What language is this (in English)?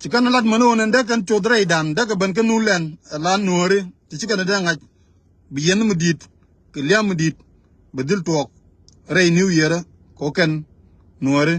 Nuer